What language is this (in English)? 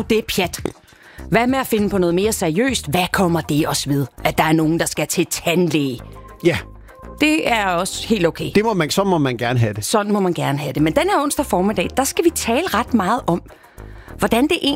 Danish